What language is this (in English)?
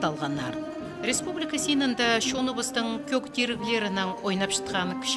Khakas